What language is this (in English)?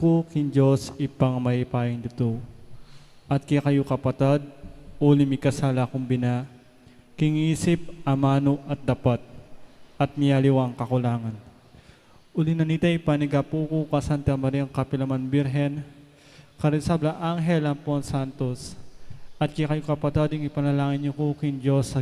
Pampanga